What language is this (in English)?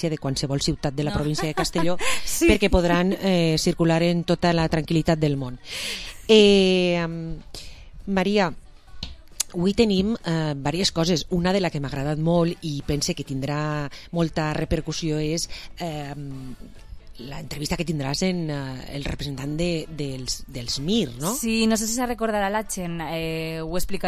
Catalan